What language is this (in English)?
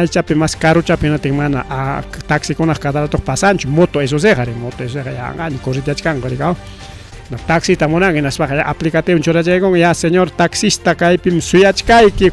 Ayacucho Quechua